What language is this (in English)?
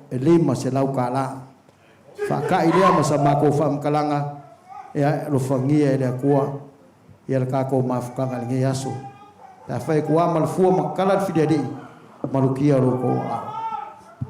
Samoan